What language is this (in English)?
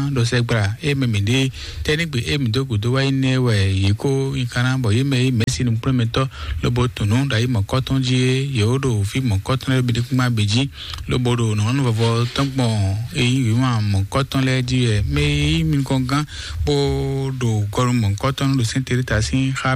Fon